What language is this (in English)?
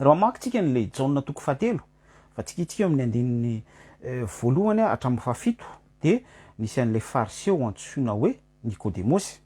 Malagasy